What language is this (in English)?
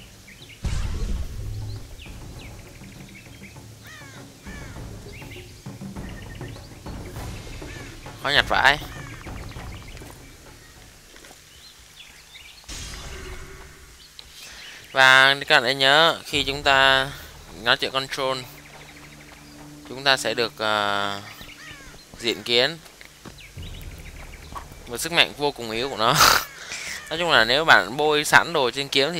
Vietnamese